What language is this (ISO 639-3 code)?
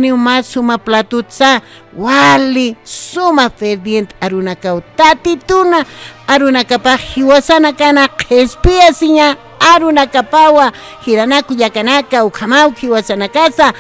aym